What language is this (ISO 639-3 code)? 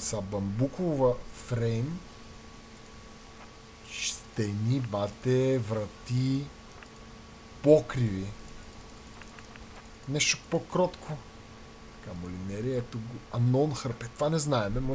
bul